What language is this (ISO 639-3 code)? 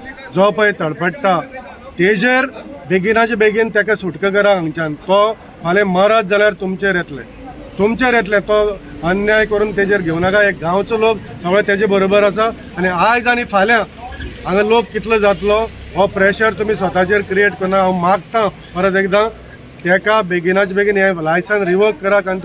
kok